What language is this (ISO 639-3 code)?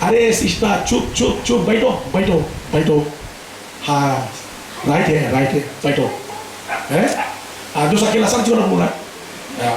fij